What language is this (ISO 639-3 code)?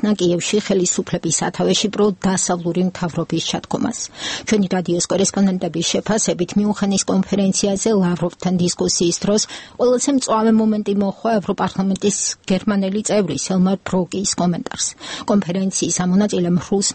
kat